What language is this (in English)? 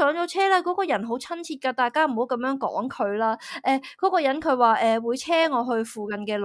Cantonese